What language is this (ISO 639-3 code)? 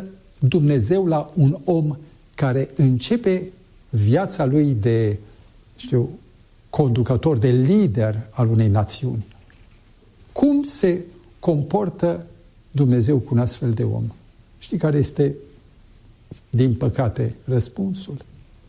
ron